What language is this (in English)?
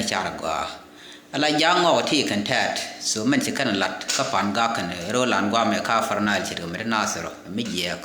Nuer